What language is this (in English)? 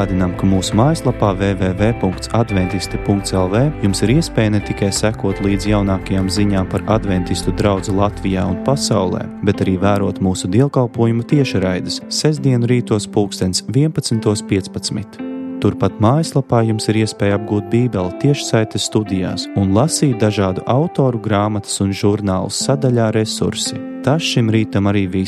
Latvian